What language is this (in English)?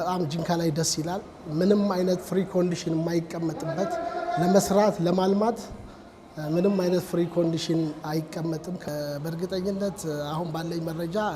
Amharic